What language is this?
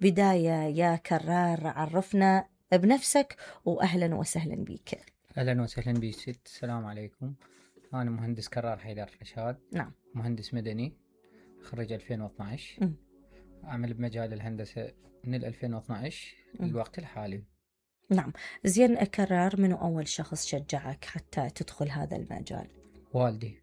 Mesopotamian Arabic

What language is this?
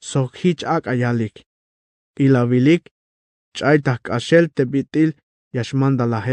Tzeltal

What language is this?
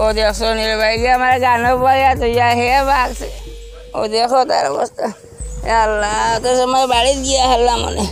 Sylheti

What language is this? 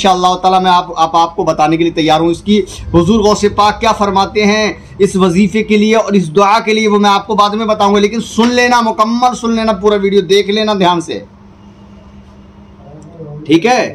Hindi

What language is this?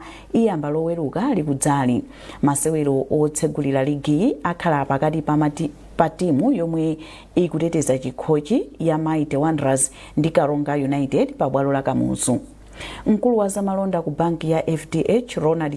Nyanja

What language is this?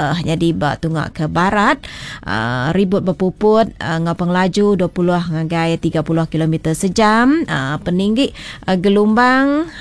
Iban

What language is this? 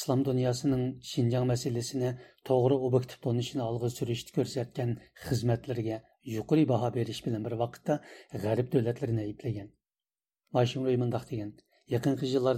Uyghur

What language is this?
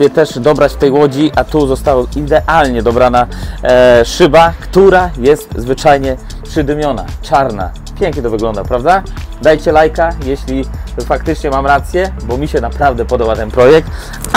Polish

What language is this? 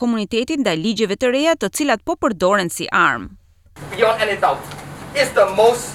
Albanian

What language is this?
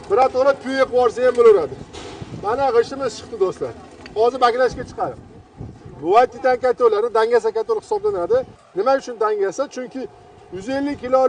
Uzbek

